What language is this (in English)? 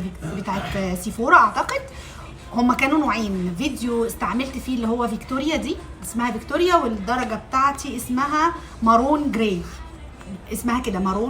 Egyptian Arabic